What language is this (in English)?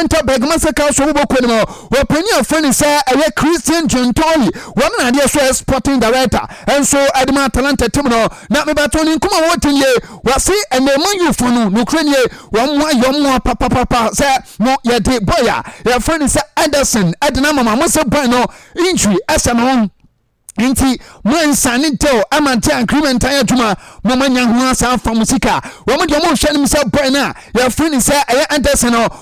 Akan